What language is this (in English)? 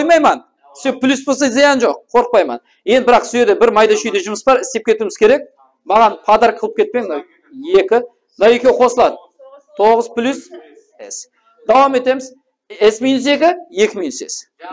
Kara-Kalpak